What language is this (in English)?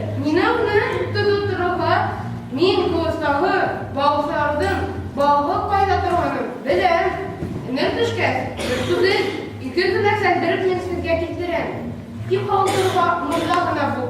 Bashkir